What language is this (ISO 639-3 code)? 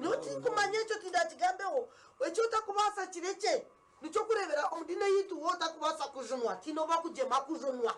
nyn